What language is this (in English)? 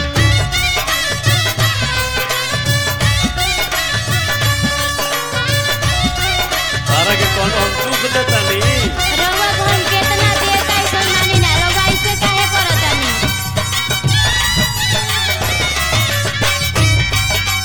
Bhojpuri